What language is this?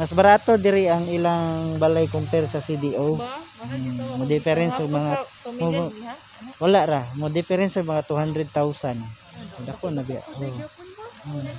Cebuano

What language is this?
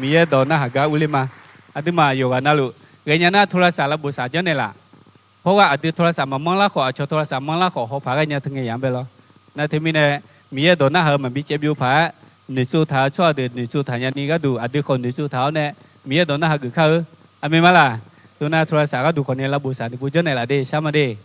Akha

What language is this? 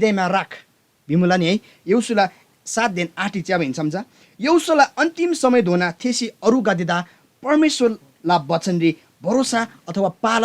Eastern Tamang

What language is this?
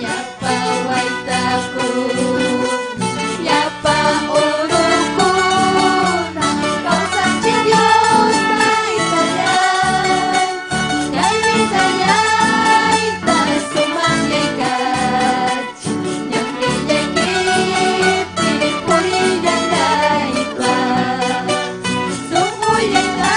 Ayacucho Quechua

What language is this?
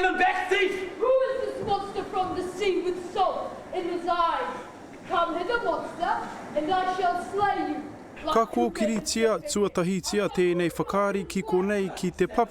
Māori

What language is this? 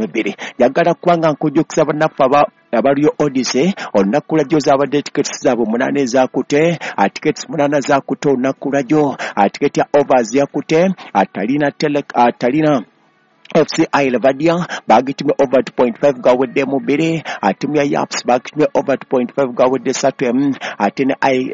Ganda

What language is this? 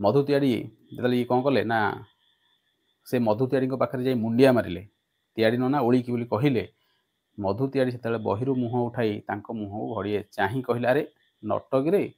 Odia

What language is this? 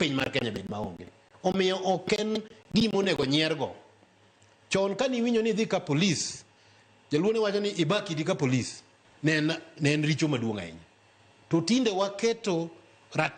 Luo (Kenya and Tanzania)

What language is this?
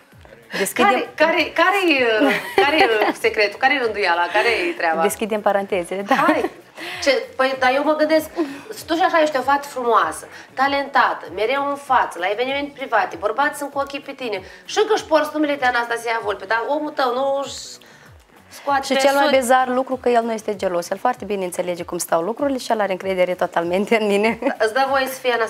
Romanian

